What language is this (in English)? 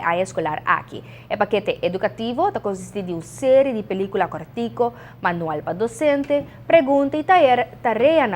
Papiamento